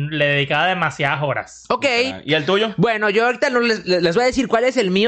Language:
Spanish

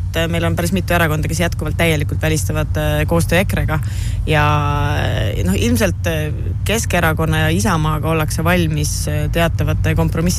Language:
Estonian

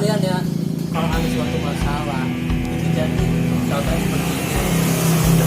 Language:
Betawi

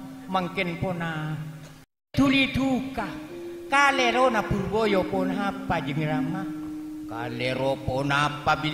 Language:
Madurese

